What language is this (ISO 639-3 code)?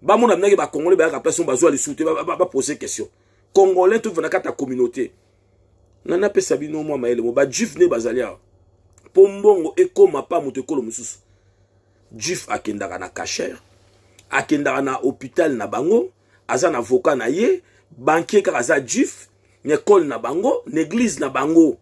lin